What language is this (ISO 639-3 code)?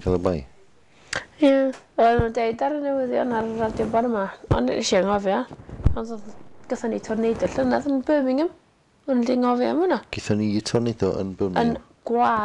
cym